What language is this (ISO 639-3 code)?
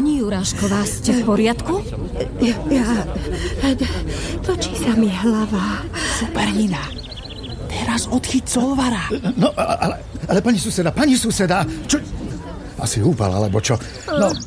slk